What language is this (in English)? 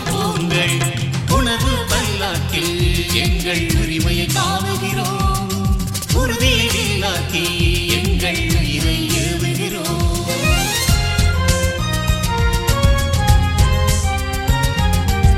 Tamil